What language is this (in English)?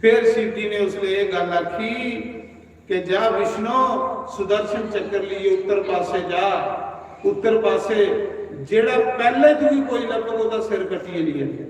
Dogri